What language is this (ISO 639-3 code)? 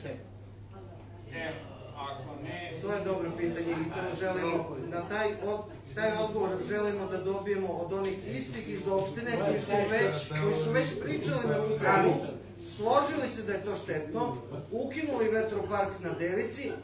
srp